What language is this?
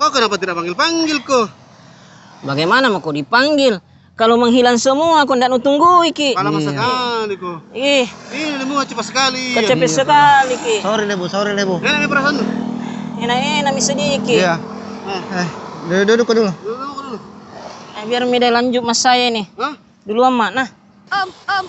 Makassar Malay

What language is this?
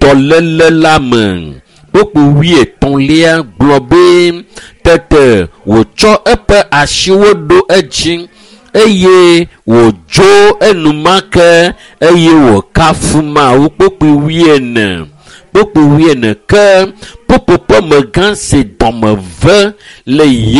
Ewe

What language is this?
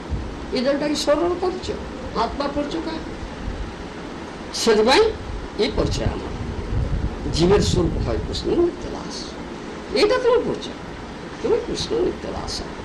Odia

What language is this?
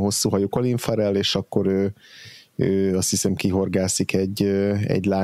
Hungarian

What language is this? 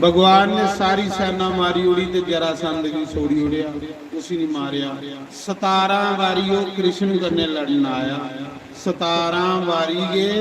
Dogri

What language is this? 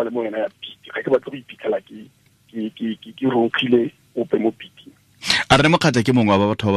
Tswana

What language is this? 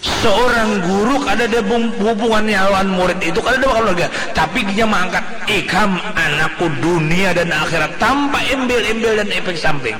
Banjar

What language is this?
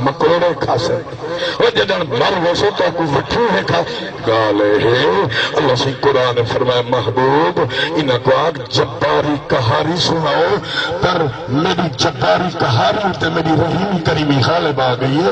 Saraiki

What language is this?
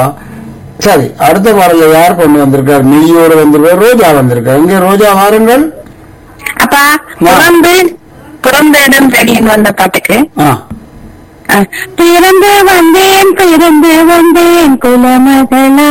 Tamil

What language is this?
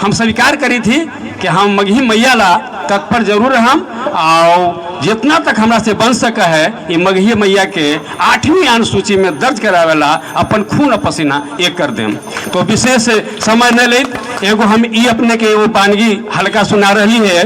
Magahi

